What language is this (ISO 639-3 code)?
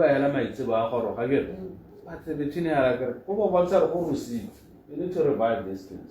tsn